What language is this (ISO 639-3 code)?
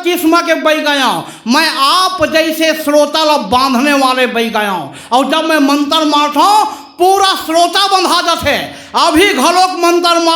hne